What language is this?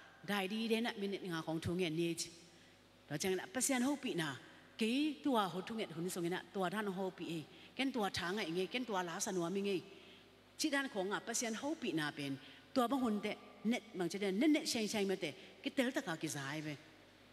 Tedim Chin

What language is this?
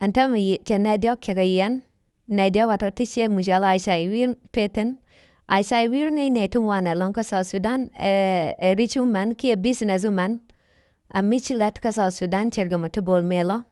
Nuer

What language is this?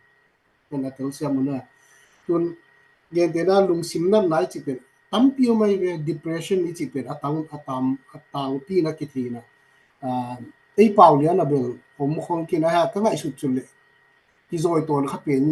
Tedim Chin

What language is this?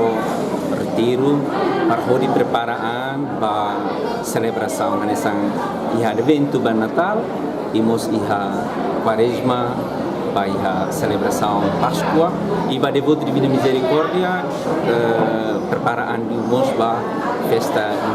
Tetum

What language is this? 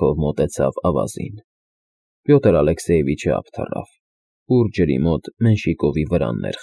Armenian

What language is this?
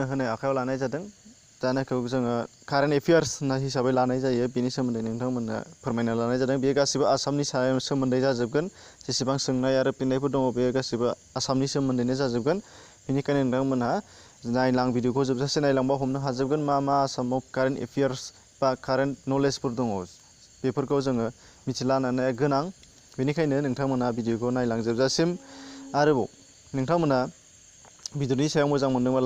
Bodo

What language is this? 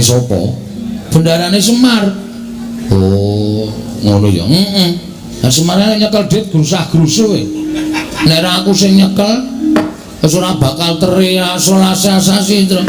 Javanese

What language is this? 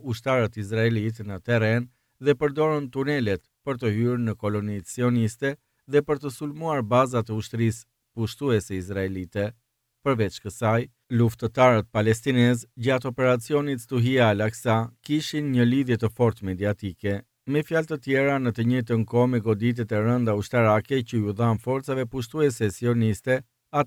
Albanian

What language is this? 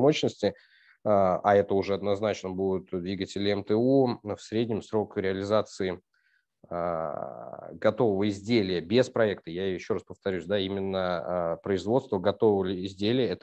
Russian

